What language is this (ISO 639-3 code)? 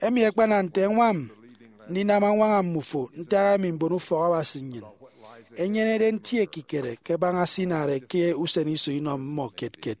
efi